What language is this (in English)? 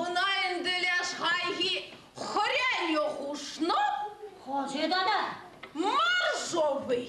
Chuvash